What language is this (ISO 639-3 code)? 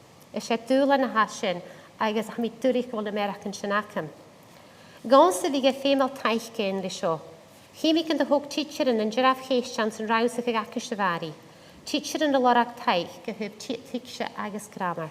gla